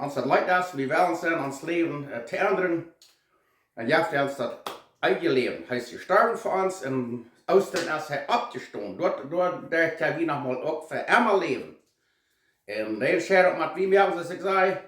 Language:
Plautdietsch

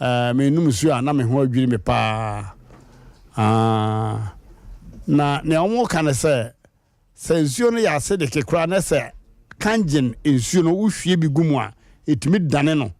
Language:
Akan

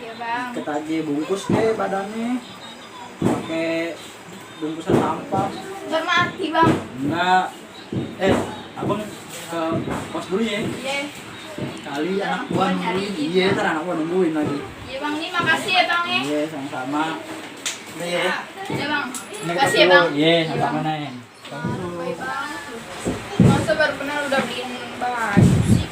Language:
Betawi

